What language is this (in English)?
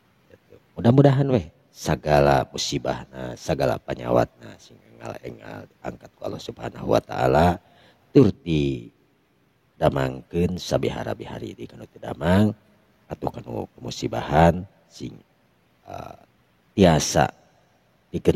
Sundanese